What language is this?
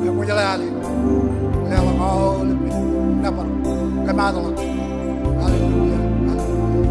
Marshallese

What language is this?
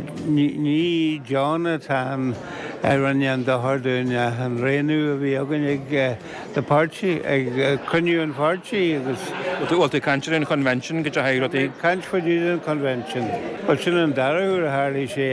Irish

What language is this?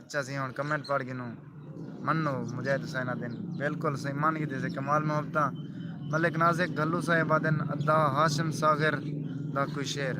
Saraiki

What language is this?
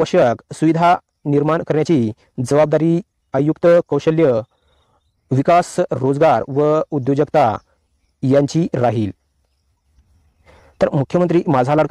Marathi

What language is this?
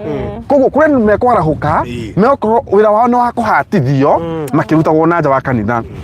Kikuyu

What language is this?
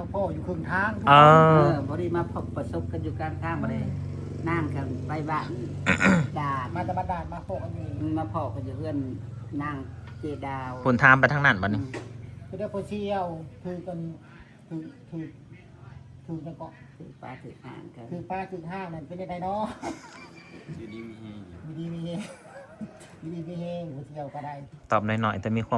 Northeastern Thai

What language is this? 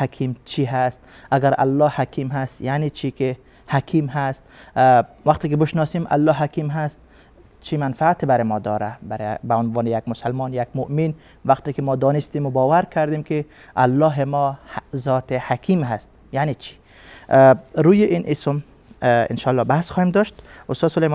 Persian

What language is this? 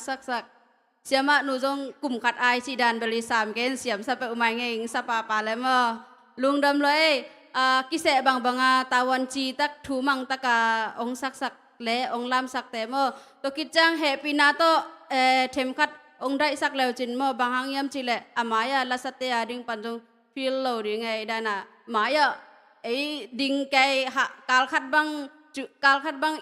Tedim Chin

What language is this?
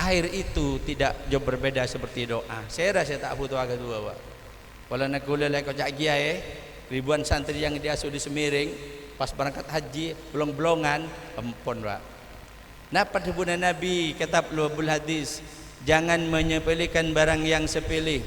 Madurese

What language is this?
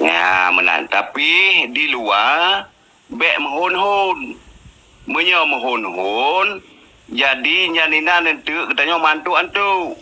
Achinese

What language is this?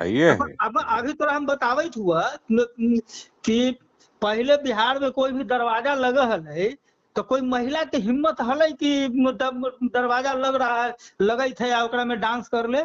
Magahi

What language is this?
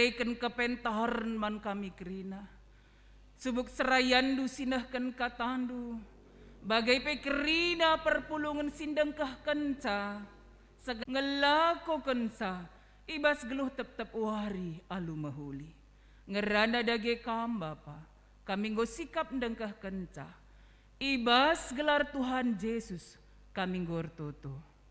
Batak Karo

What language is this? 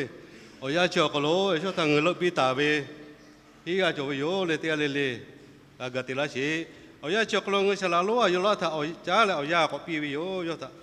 Lahu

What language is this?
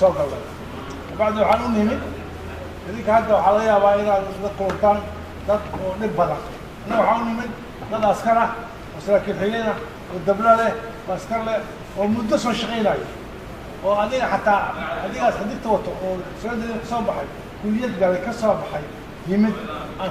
Somali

